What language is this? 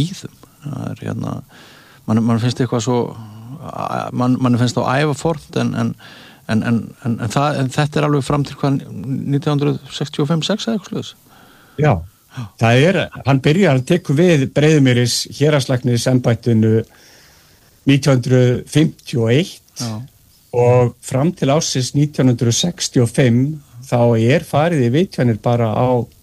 Icelandic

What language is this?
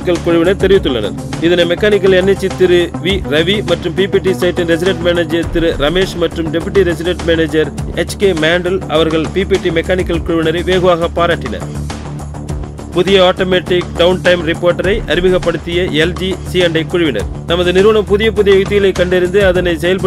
Tamil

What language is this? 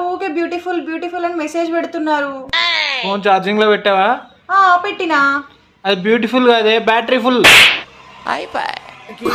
Telugu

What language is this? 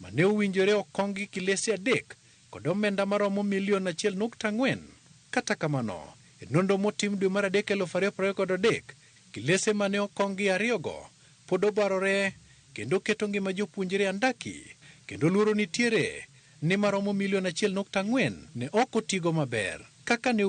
Luo (Kenya and Tanzania)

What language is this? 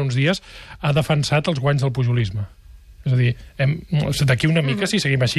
Catalan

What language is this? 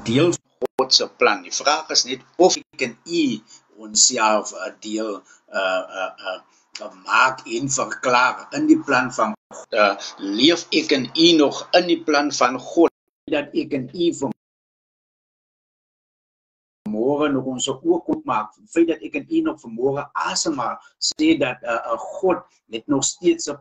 Afrikaans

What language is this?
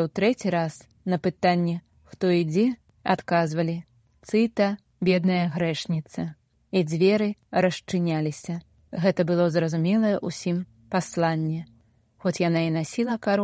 Belarusian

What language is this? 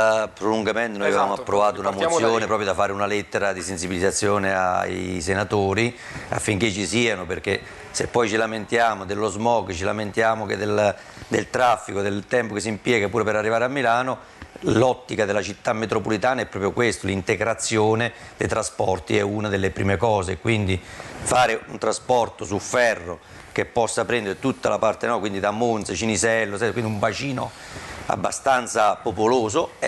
Italian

